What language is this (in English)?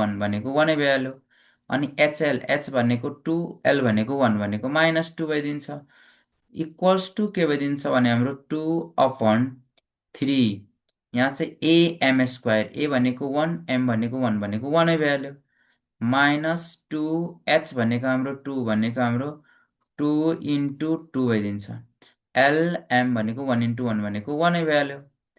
Nepali